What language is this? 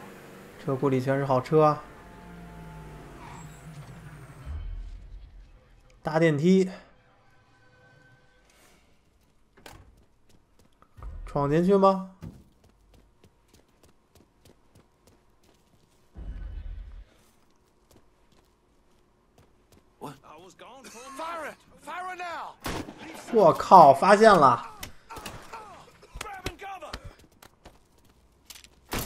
Chinese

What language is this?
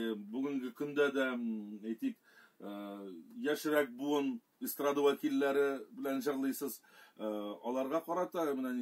Tatar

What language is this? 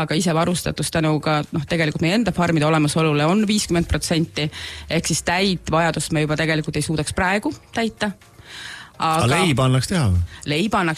Estonian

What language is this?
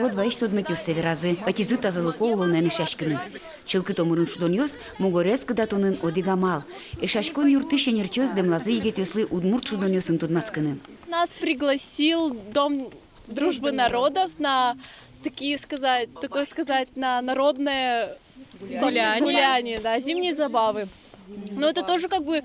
Udmurt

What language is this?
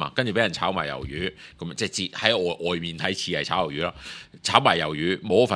Cantonese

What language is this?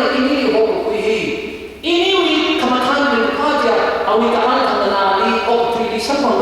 Tangkhul Naga (India)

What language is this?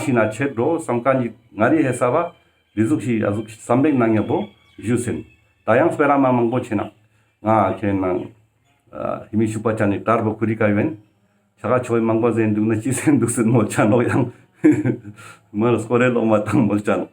Ladakhi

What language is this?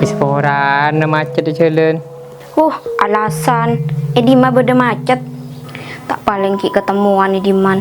Madurese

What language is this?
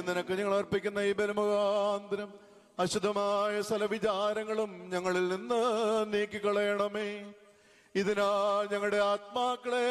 Malayalam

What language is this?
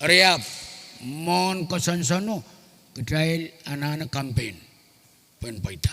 Pohnpeian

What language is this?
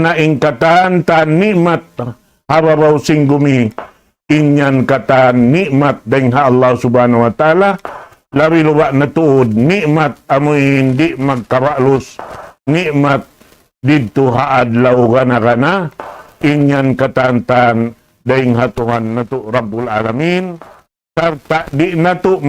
Tausug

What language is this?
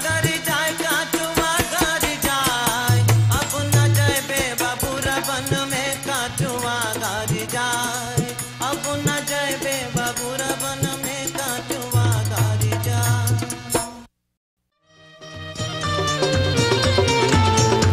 Bhojpuri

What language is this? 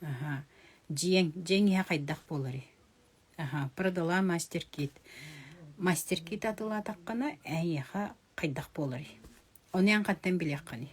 Yakut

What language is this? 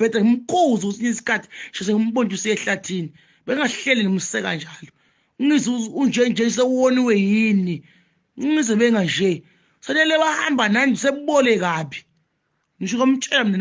Zulu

